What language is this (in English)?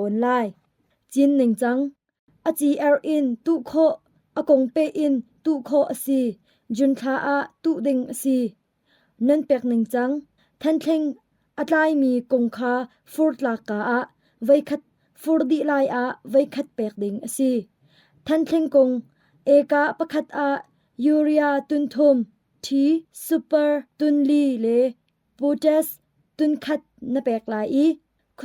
Hakha Chin